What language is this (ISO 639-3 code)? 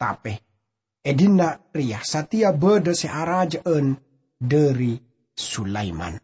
mad